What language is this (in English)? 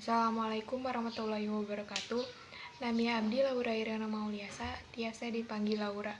Sundanese